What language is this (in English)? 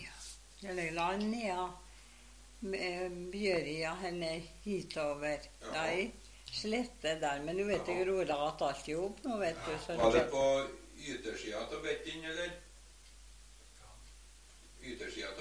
Norwegian